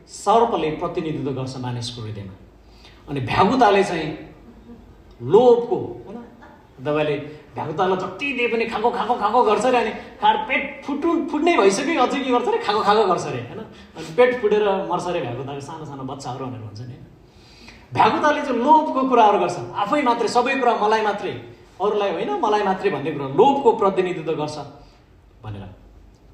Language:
Nepali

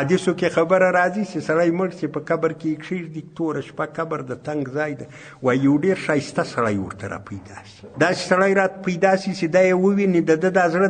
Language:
Pashto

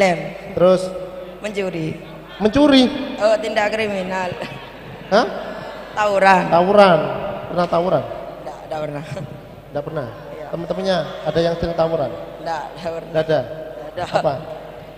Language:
Indonesian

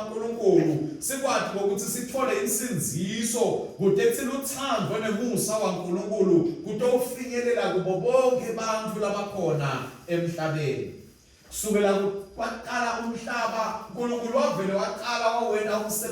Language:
Swati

